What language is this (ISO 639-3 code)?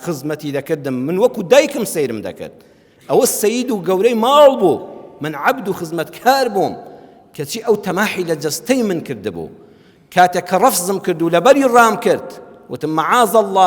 ckb